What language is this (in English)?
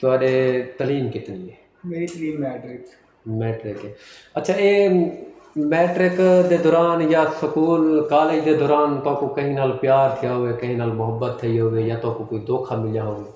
Saraiki